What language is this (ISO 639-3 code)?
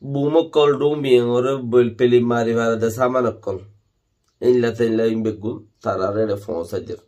rhg